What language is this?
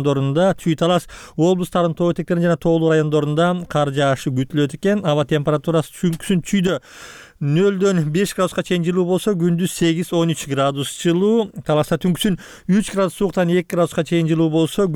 Kyrgyz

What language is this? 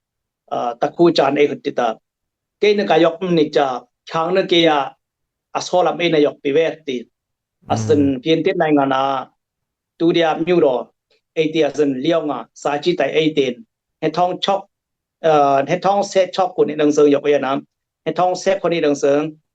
Dimasa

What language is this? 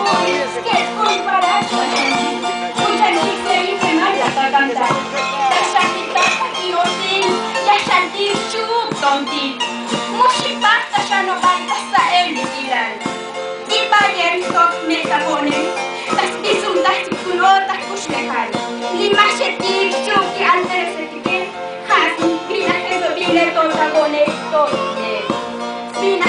Tzotzil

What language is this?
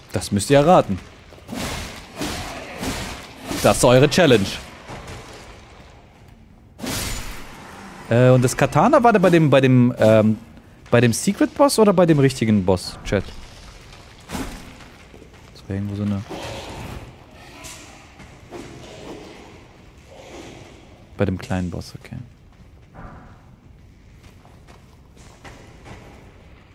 German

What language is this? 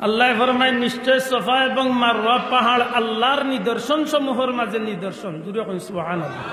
Sylheti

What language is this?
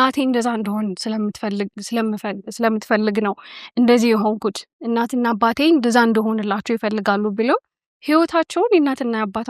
Amharic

